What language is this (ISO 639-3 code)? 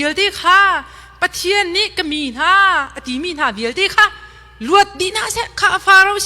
cnh